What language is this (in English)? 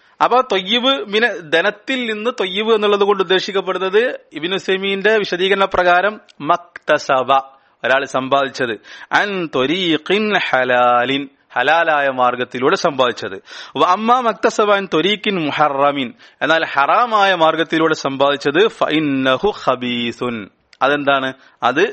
Malayalam